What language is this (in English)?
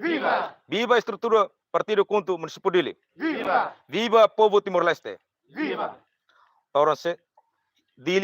Tetum